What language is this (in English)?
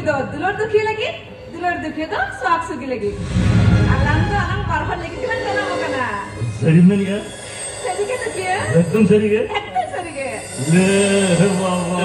Santali